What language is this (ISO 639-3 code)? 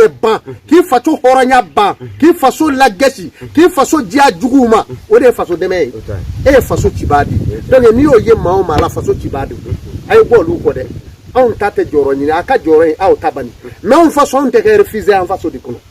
bam